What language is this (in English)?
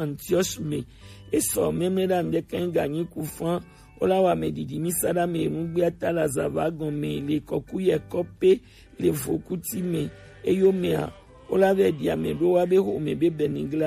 Gen